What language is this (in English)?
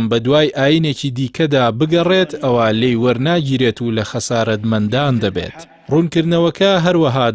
Central Kurdish